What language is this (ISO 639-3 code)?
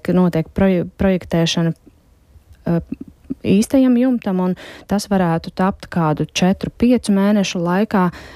lav